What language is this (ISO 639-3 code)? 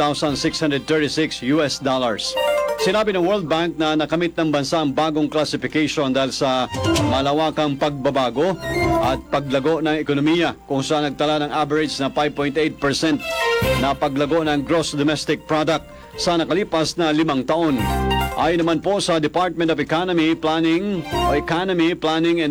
fil